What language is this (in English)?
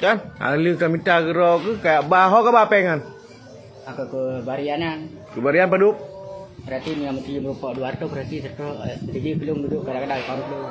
Achinese